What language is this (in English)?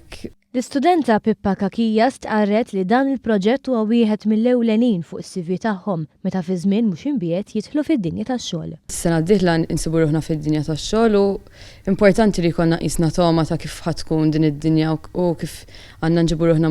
Maltese